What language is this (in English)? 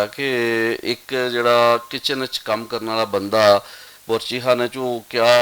Western Panjabi